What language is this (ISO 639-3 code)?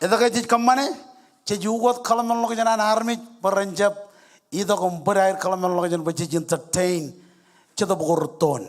mah